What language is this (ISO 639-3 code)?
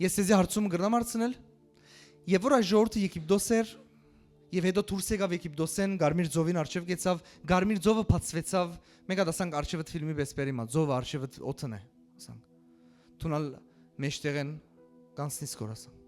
hyw